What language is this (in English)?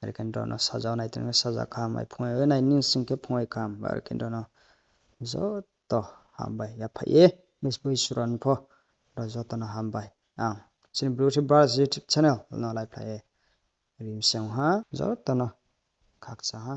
Riang (India)